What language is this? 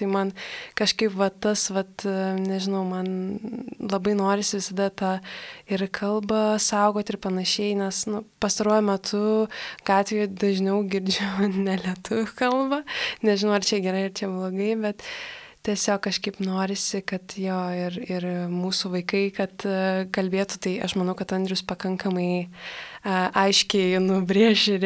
Lithuanian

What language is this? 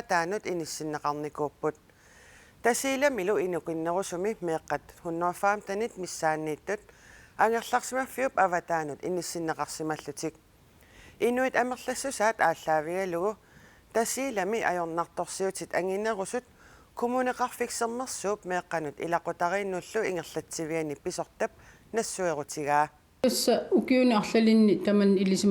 Kalaallisut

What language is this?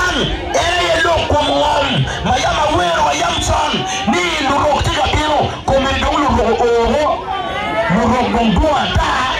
Acoli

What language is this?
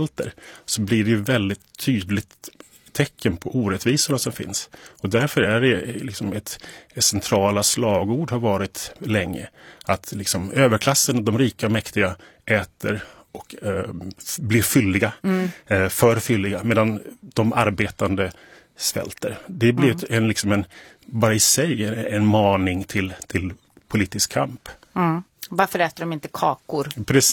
Swedish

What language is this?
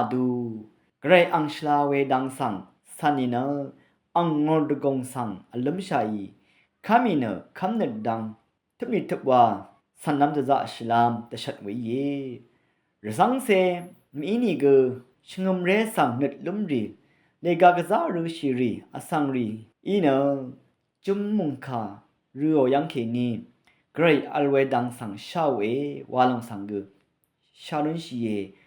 Rawang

